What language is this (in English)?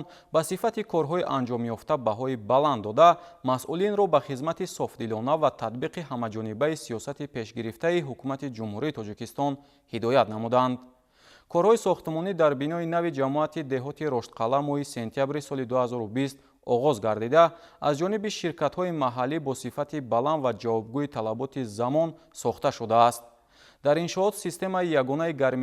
Tajik